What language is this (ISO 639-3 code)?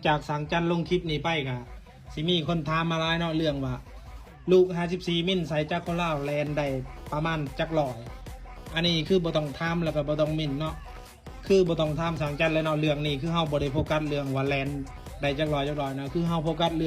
lao